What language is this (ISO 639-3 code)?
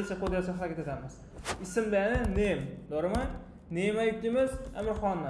uzb